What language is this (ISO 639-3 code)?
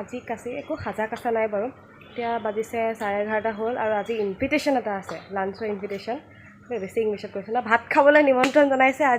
asm